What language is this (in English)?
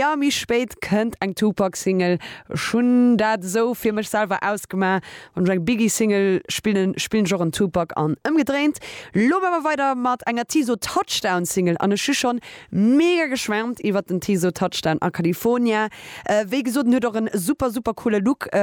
Luxembourgish